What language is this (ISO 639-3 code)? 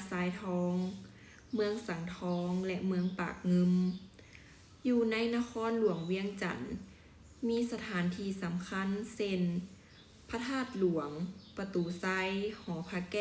lao